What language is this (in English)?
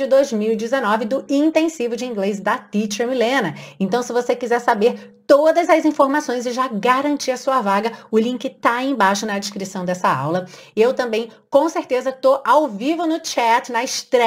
Portuguese